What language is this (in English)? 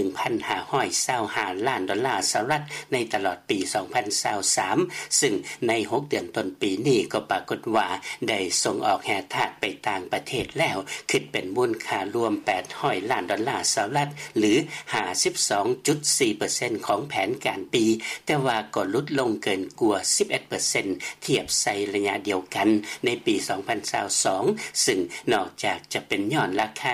Lao